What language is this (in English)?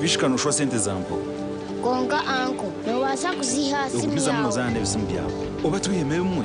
Nyankole